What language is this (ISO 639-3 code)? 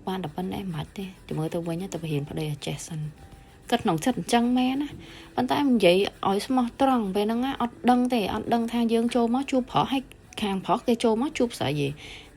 khm